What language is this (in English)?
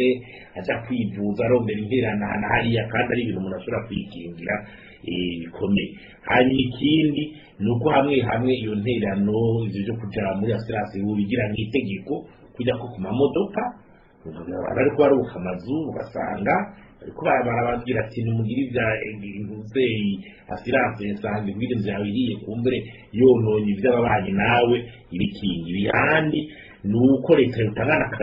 Rundi